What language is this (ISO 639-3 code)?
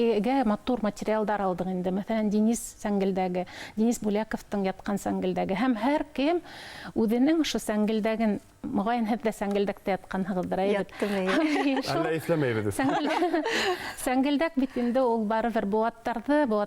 bak